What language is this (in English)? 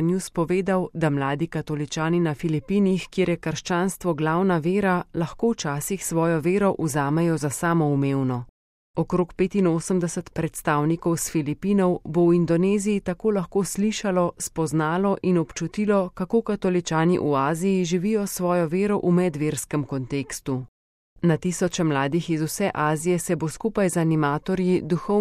Slovenian